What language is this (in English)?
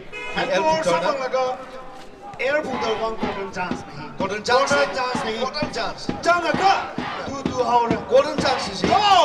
Tangkhul Naga (India)